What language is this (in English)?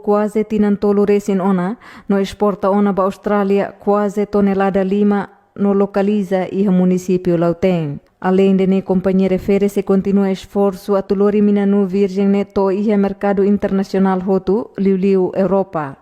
Tetum